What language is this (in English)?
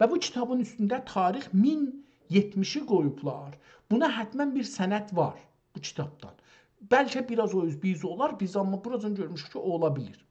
South Azerbaijani